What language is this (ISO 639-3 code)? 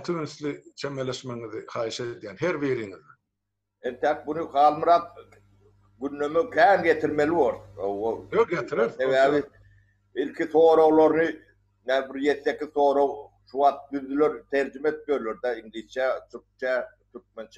tuk